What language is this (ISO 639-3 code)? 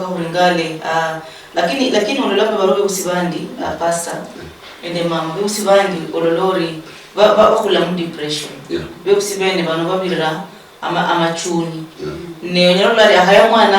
luy